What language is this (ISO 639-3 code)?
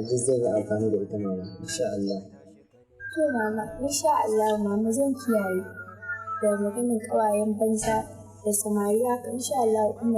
hau